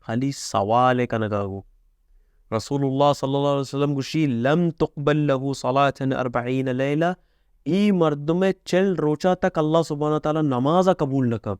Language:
Baluchi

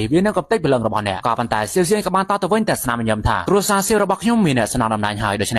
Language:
Khmer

